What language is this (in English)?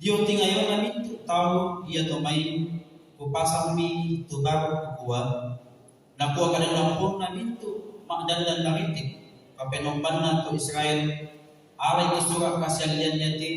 Toraja-Sa'dan